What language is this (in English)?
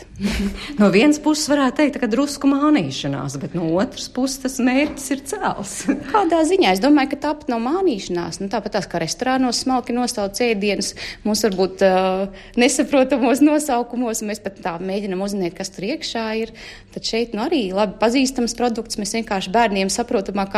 Latvian